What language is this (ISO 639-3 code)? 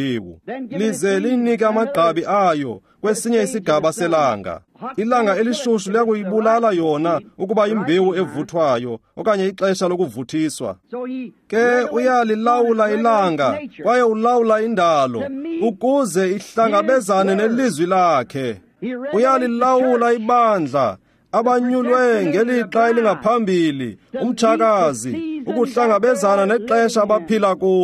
xho